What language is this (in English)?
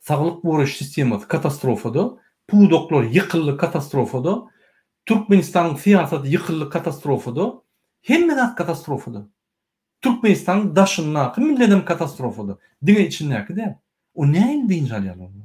Turkmen